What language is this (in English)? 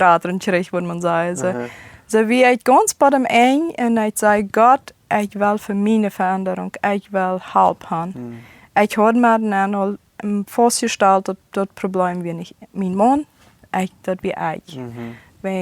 Plautdietsch